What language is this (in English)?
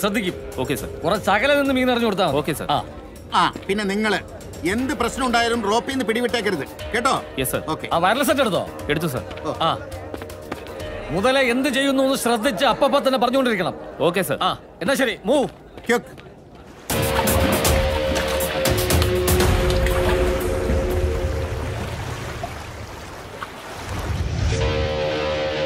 Malayalam